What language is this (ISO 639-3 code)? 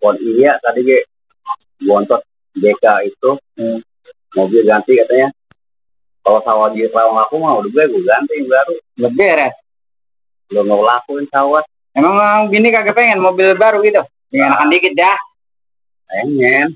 bew